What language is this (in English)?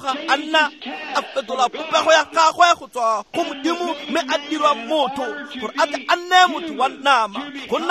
Tswana